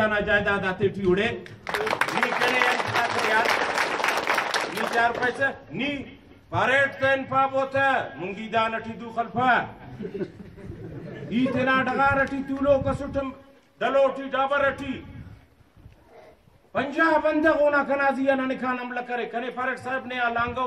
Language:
Brahui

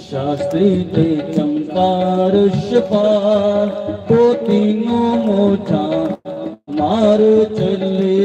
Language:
Dogri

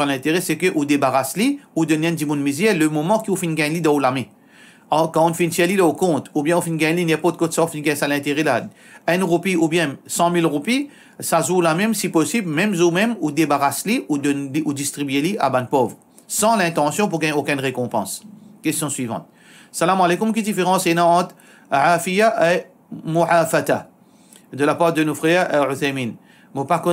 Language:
Morisyen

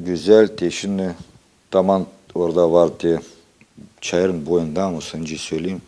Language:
Gagauz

